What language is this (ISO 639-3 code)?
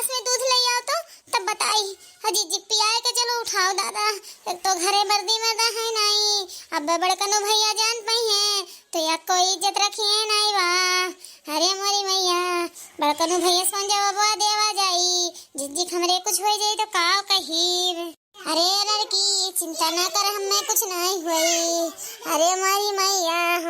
awa